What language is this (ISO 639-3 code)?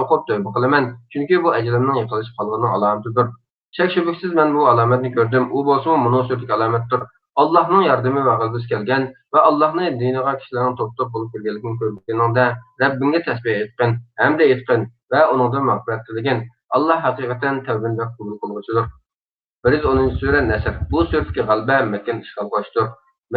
uig